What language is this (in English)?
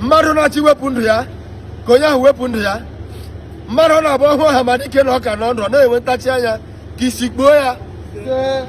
Igbo